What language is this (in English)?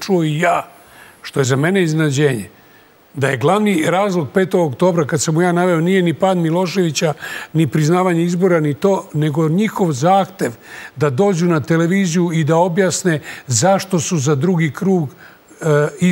Serbian